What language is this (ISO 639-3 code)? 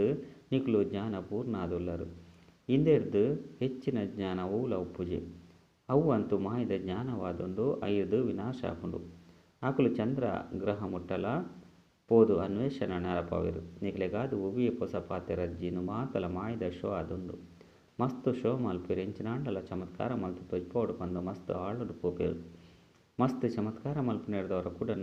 tcy